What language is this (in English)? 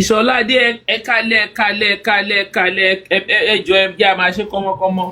Yoruba